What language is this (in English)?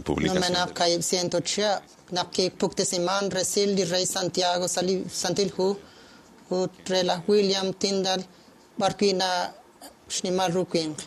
Kekchí